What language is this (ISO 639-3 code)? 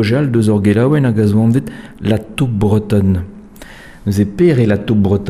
bre